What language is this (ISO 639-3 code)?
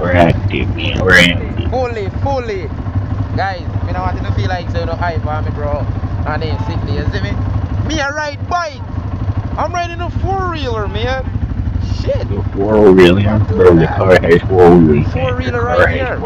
jam